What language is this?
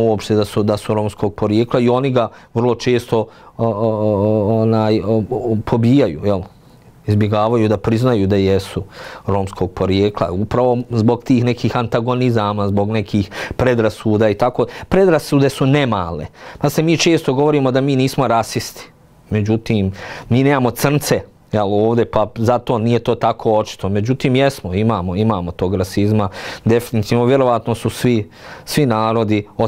Bosnian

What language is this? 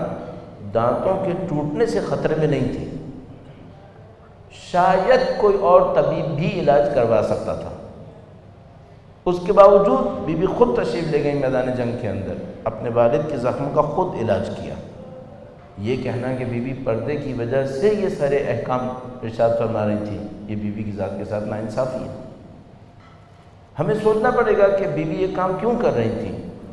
Urdu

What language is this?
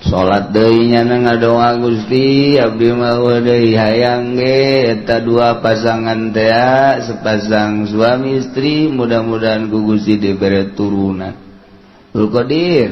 Sundanese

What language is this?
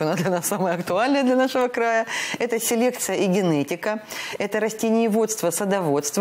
Russian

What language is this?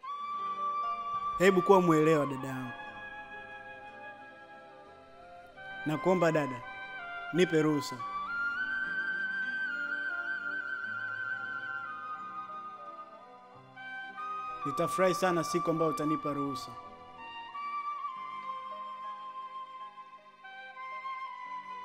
Swahili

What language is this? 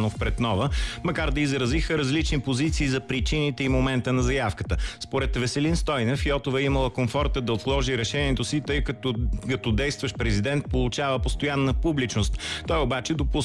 Bulgarian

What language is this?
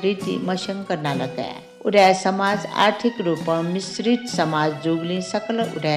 Newari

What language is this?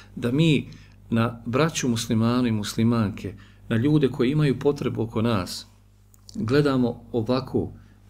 Bosnian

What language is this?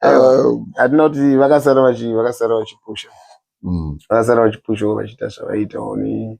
Shona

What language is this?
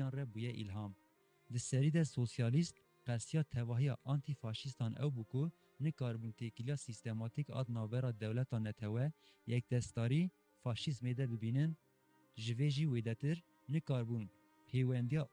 Kurdish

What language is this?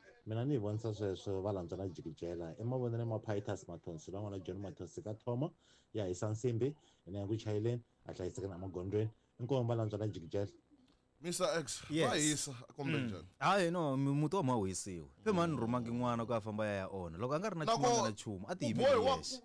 Tsonga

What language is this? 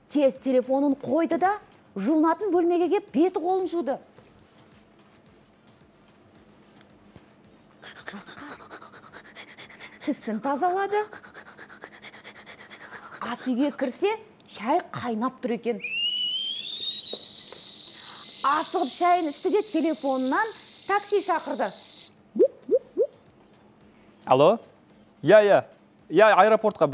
Kazakh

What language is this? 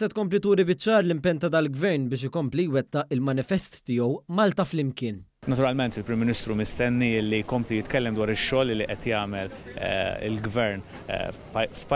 Maltese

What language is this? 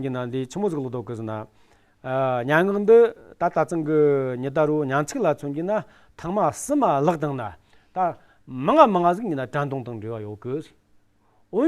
Amdo Tibetan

